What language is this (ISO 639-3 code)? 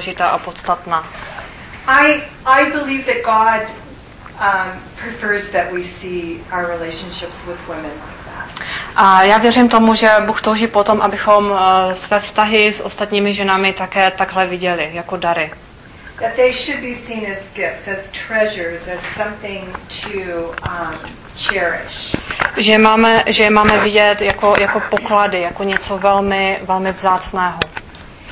ces